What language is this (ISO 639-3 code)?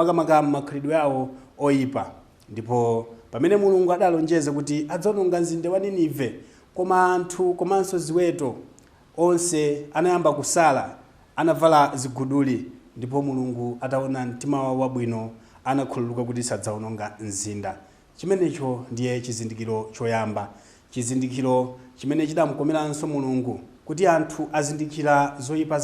nya